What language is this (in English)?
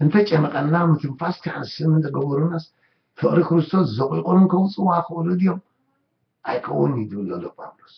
Tigrinya